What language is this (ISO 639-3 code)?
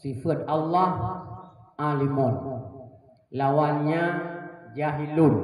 ace